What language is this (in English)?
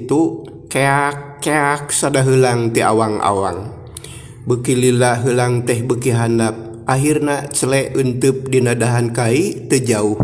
Sundanese